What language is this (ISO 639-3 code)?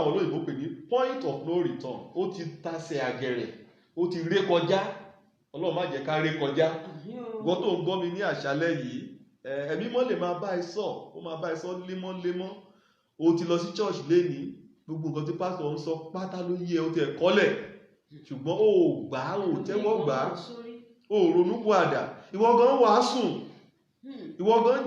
yor